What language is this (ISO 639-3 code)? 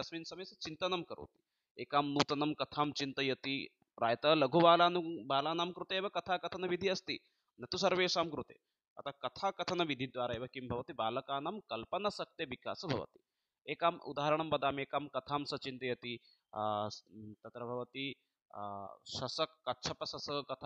san